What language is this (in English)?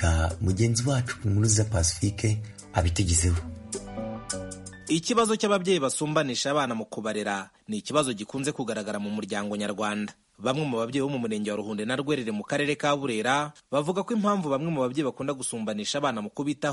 Kinyarwanda